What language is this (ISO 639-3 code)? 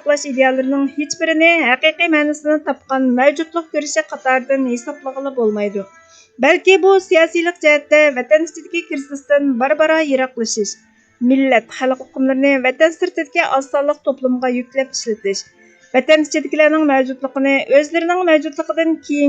uig